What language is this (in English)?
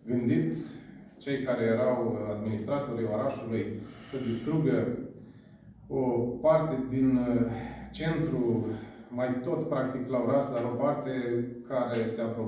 Romanian